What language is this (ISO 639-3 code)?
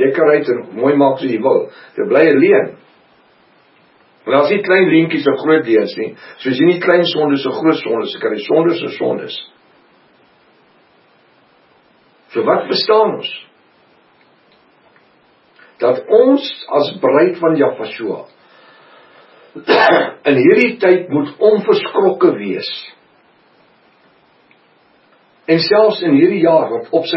afr